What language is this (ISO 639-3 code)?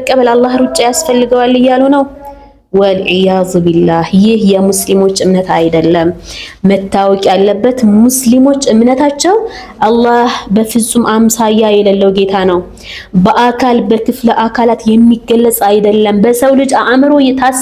amh